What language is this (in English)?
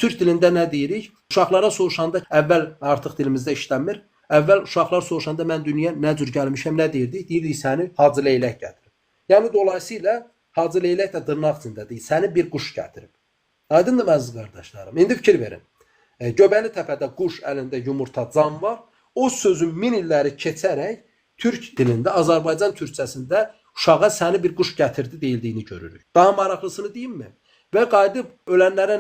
Azerbaijani